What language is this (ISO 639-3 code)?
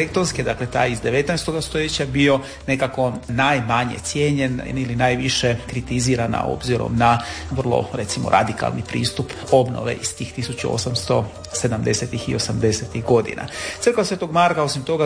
hrv